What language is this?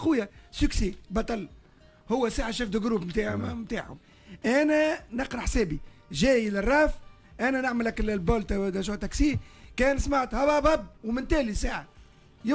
Tunisian Arabic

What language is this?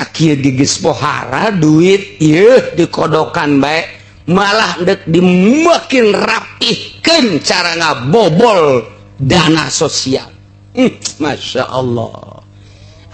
Sundanese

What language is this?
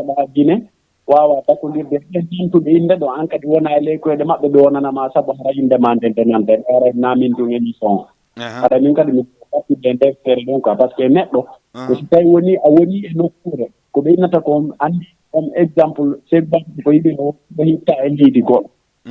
Fula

